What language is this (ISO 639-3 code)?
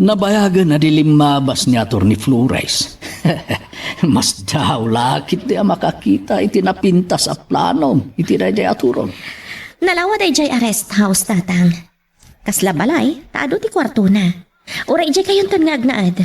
ilo